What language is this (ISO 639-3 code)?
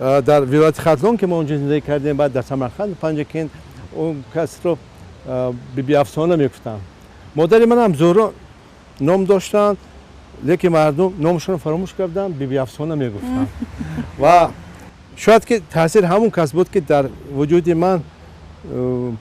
tgk